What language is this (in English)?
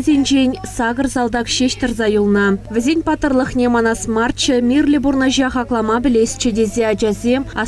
Chuvash